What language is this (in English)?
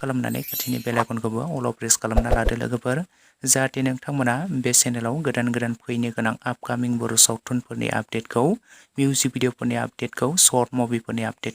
Bodo